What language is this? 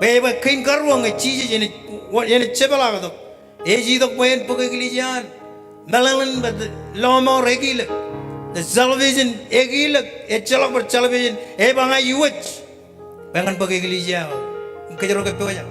Marshallese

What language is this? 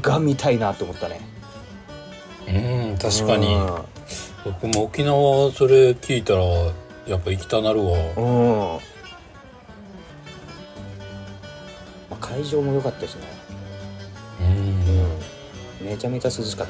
Japanese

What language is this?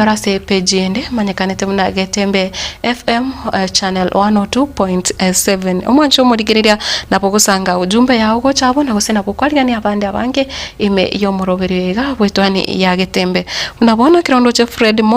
Gusii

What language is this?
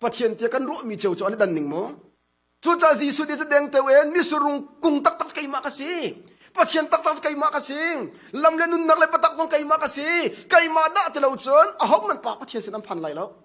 Hakha Chin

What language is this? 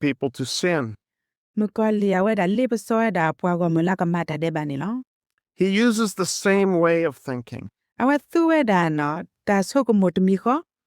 S'gaw Karen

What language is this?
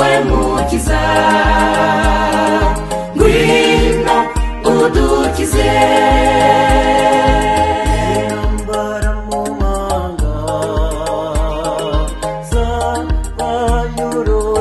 Kinyarwanda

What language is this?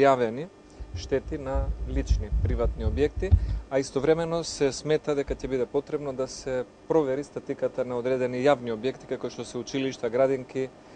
Macedonian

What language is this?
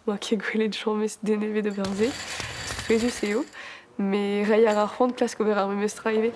Breton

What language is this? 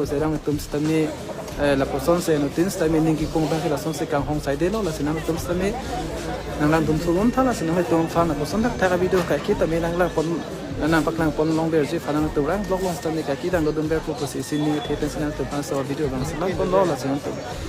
Karbi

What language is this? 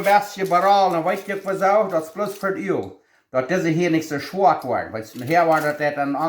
Plautdietsch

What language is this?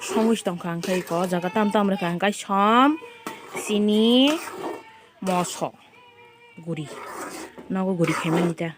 Kok Borok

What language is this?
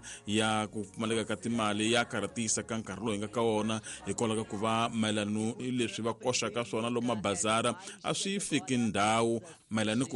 Tsonga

